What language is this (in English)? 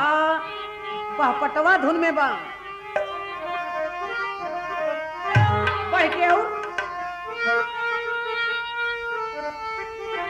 Bhojpuri